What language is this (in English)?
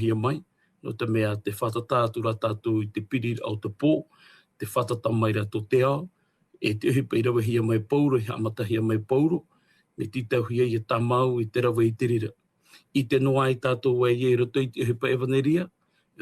Tahitian